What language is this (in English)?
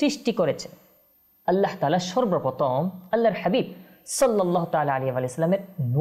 Bangla